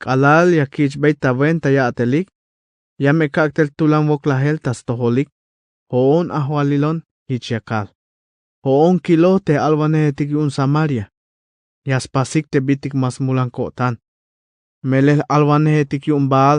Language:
Tzeltal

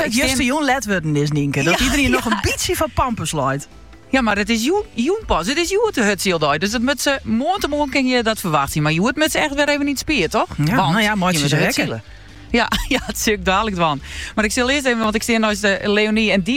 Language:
Dutch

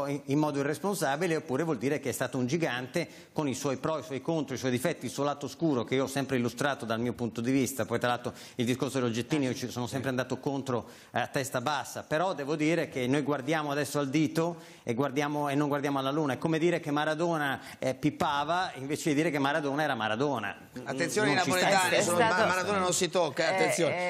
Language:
Italian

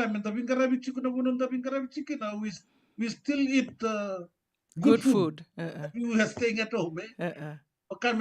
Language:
Fijian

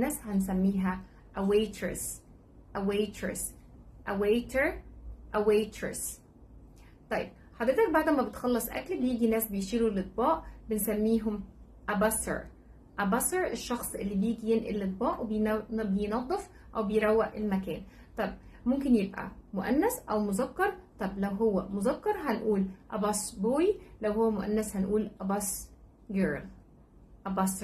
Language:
Egyptian Arabic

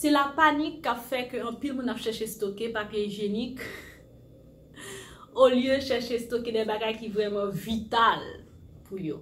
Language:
Haitian Creole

